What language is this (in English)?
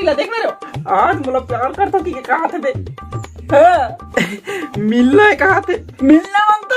Chhattisgarhi